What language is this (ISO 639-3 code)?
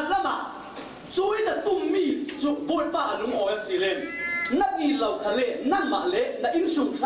cfm